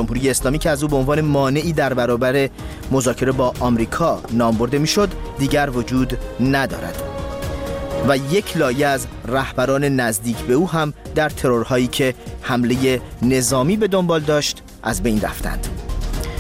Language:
Persian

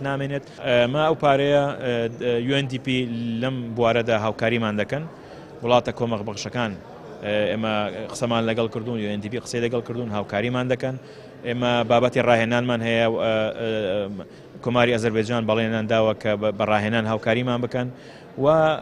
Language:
Central Kurdish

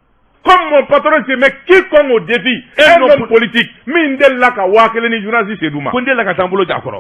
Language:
Bambara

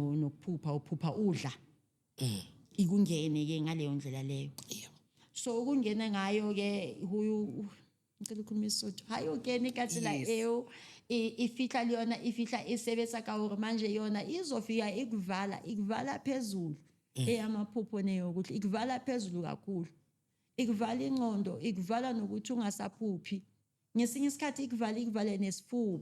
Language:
Zulu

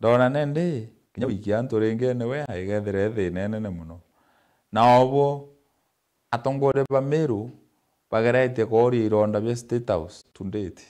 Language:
Meru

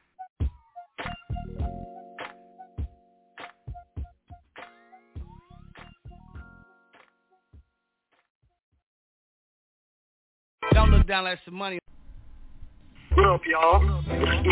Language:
English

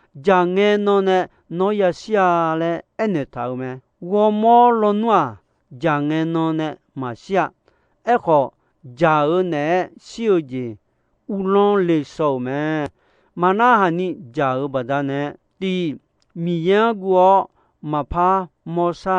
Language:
Akha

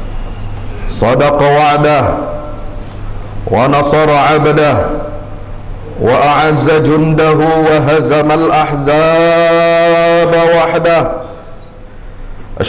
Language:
Indonesian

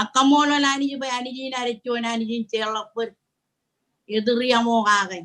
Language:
Marshallese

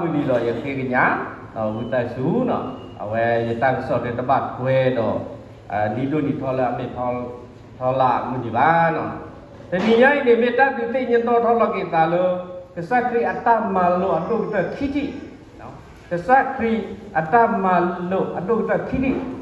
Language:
S'gaw Karen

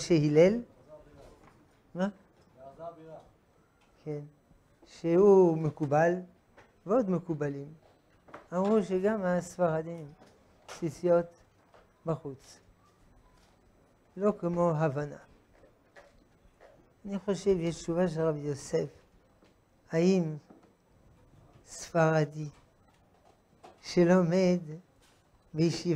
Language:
Hebrew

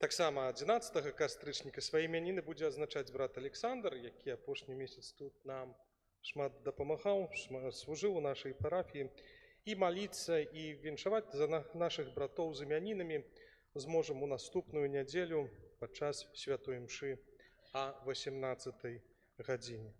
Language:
Belarusian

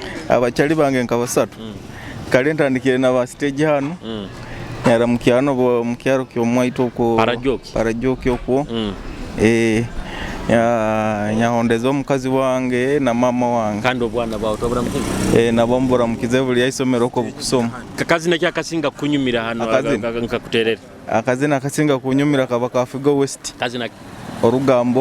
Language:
Nyoro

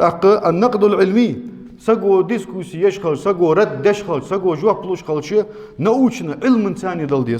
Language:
Ingush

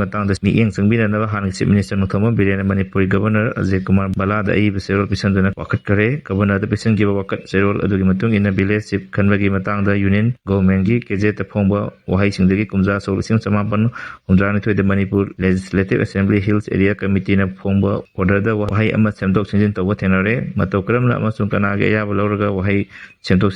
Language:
Manipuri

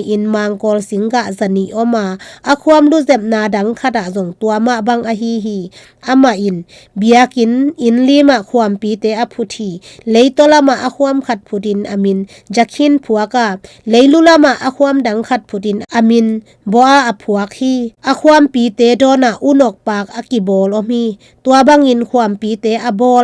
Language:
Tedim Chin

